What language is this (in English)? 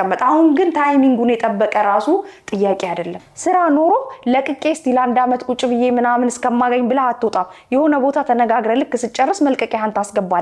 Amharic